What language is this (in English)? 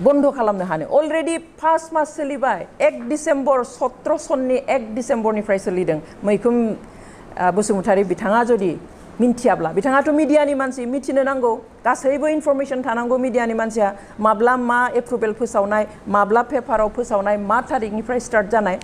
Bodo